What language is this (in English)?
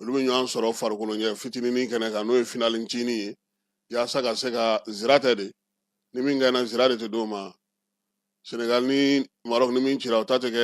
Bambara